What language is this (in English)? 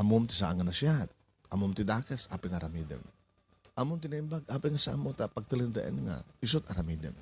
Iloko